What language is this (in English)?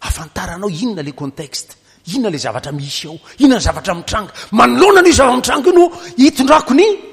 Malagasy